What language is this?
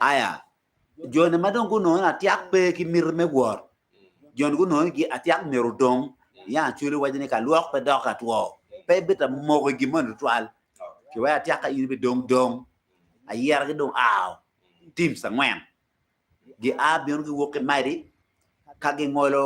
Acoli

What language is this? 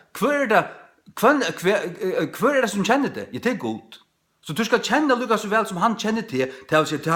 Faroese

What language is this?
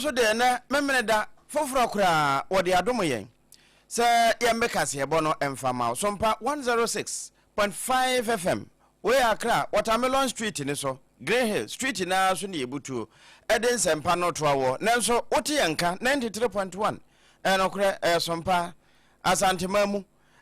Akan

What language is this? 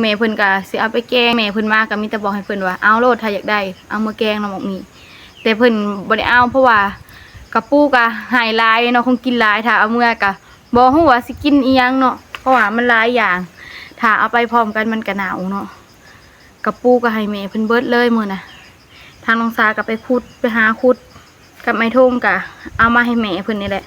Lao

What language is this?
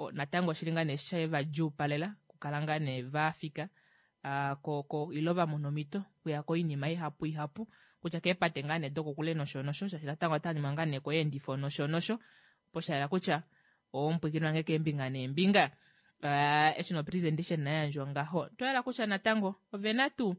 Kuanyama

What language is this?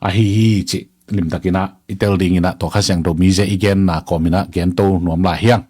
Tedim Chin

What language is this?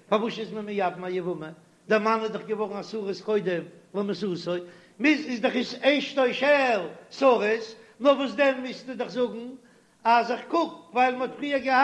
Yiddish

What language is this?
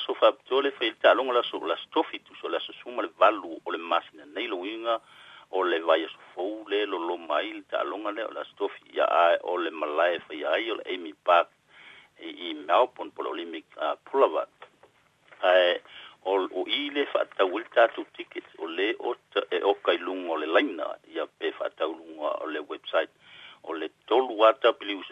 Samoan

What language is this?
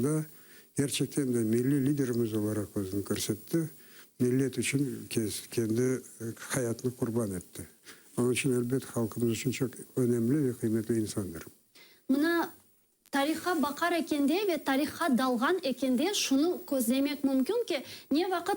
Crimean Tatar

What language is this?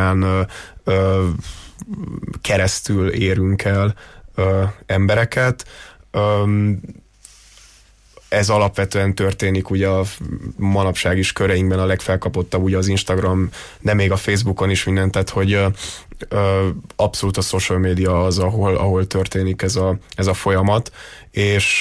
Hungarian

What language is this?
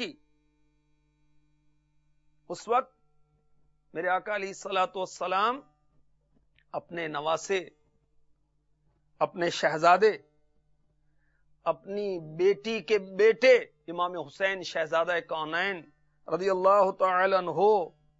Urdu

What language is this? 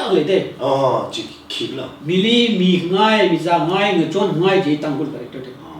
Tangkhul Naga (India)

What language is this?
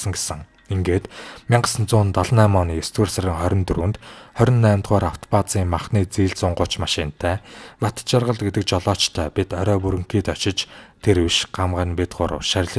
Mongolian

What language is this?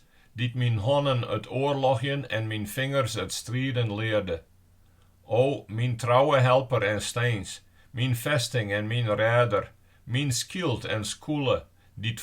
Western Frisian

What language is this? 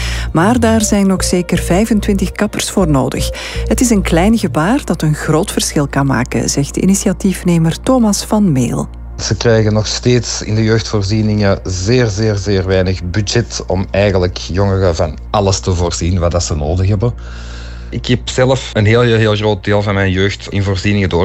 Dutch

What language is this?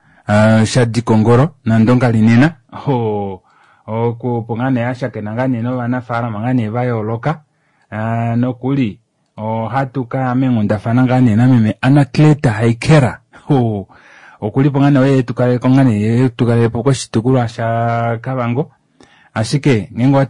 Kuanyama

